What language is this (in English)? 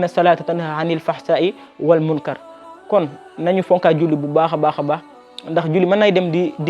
Wolof